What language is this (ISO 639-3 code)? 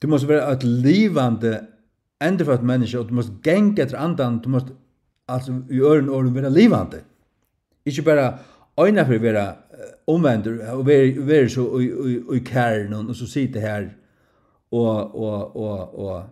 fao